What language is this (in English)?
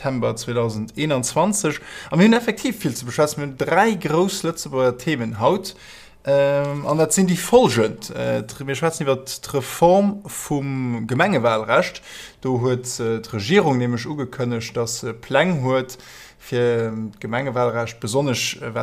Luxembourgish